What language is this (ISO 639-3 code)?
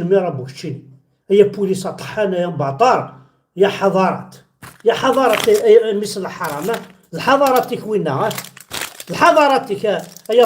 kab